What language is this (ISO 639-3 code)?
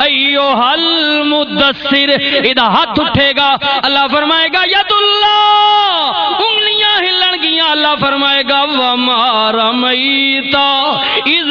lah